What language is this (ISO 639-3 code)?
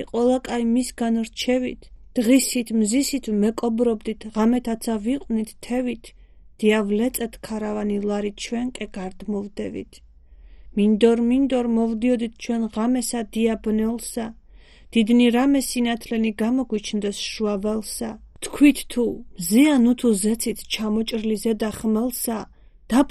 kat